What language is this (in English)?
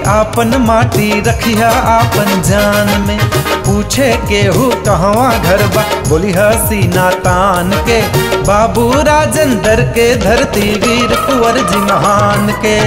Bhojpuri